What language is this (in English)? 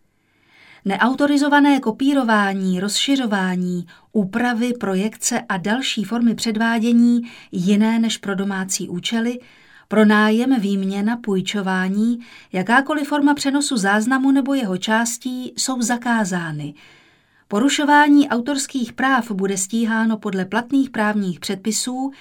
Czech